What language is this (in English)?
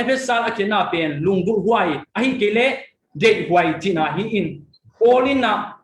Tedim Chin